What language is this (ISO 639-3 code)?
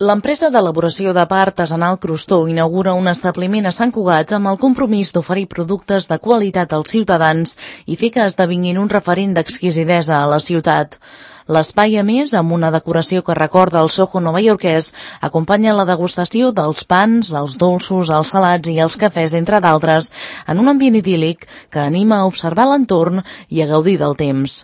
cat